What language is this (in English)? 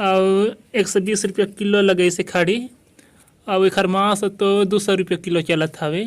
Chhattisgarhi